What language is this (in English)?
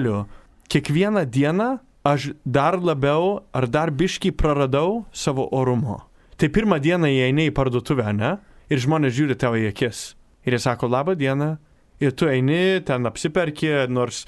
Lithuanian